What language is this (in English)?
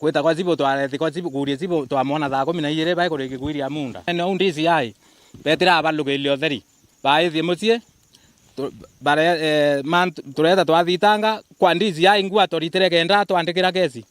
Meru